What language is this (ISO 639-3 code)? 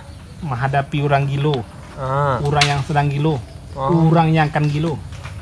min